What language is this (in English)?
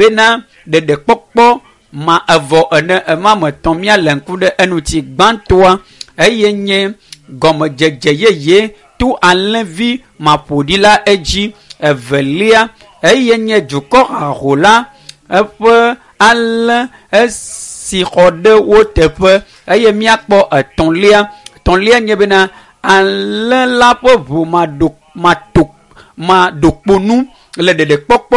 Ewe